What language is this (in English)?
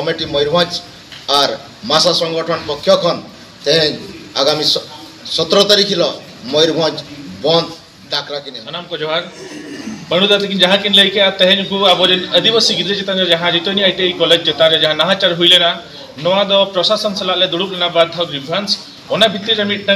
Santali